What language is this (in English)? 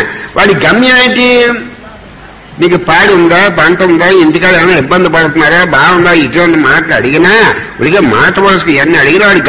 Telugu